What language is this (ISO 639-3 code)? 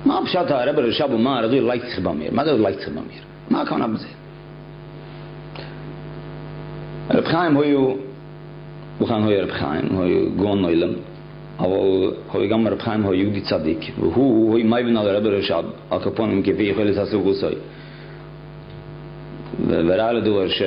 heb